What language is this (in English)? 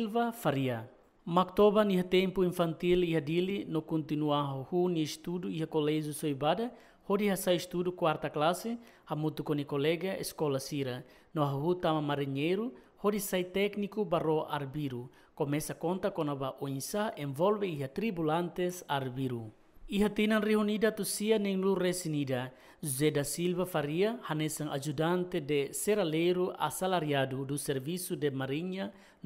Tetum